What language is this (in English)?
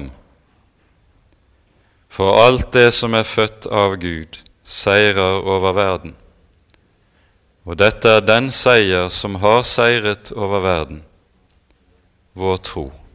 Norwegian